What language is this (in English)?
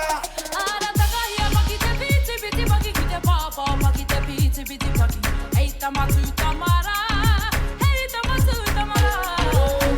Māori